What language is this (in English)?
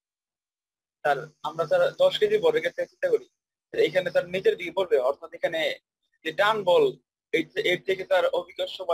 Bangla